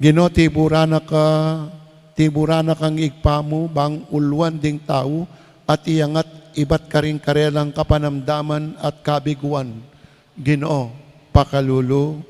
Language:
Pampanga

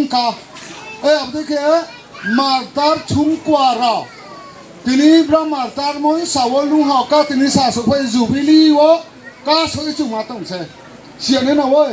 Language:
Riang (India)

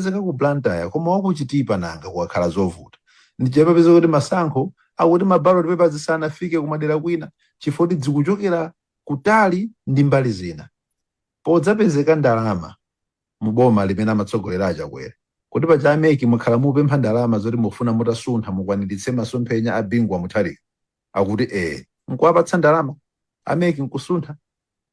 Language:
Nyanja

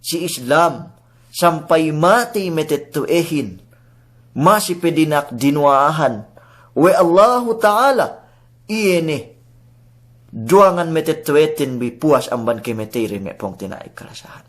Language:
Yakan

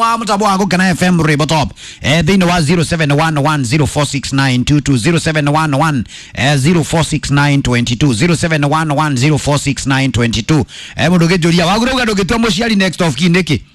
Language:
Kikuyu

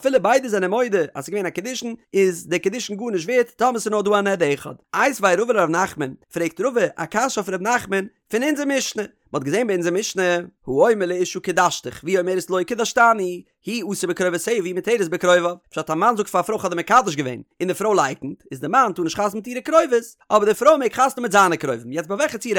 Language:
Yiddish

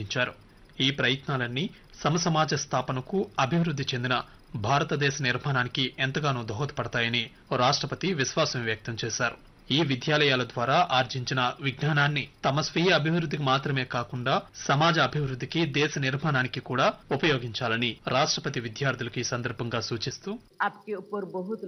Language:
Telugu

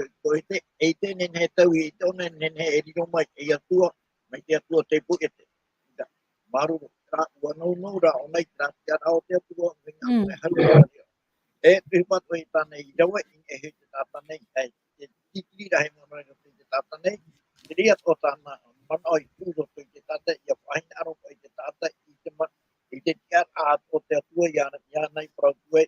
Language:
Tahitian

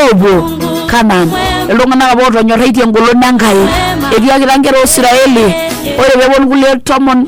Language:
Masai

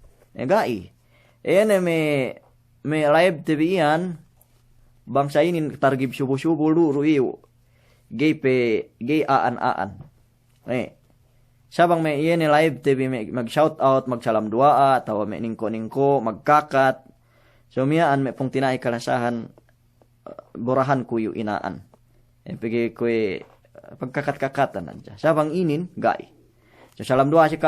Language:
Yakan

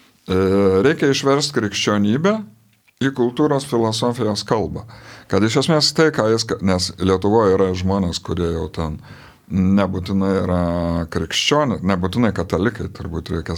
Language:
Lithuanian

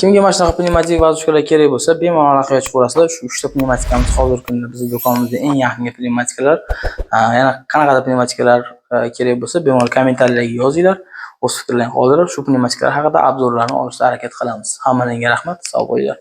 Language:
Uzbek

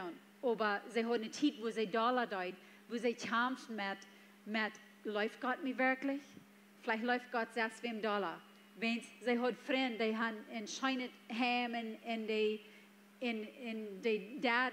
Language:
Plautdietsch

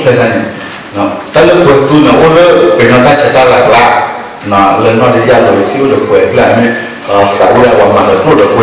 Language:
S'gaw Karen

